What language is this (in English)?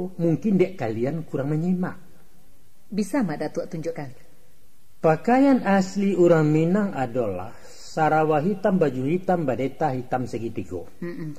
Minangkabau